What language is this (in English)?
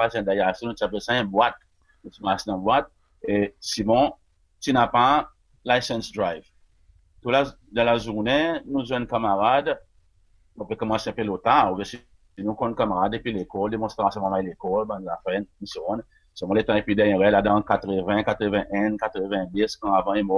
Seselwa Creole French